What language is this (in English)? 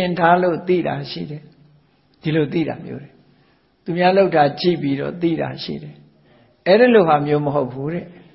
Burmese